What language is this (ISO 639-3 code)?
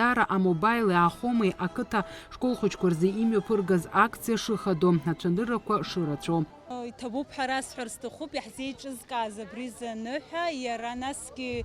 abk